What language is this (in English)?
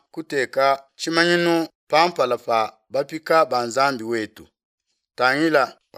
Luba-Lulua